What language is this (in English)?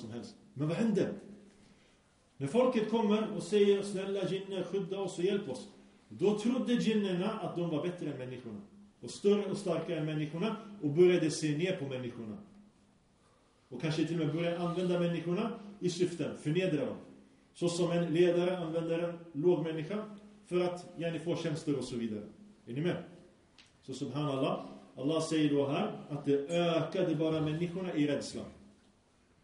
Swedish